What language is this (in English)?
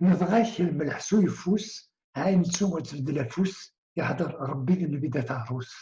Kabyle